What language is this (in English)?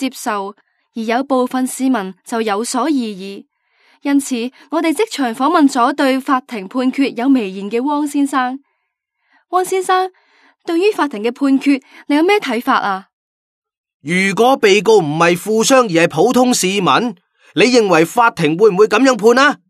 Cantonese